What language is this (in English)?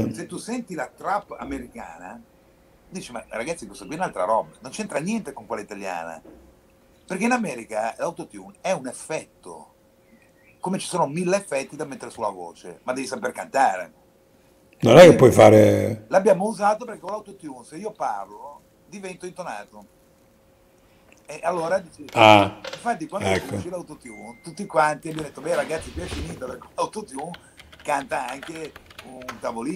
Italian